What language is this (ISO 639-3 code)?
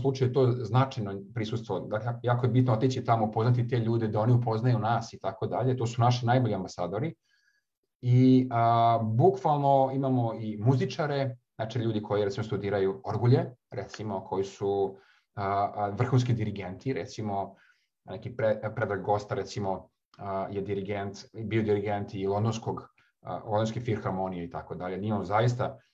srp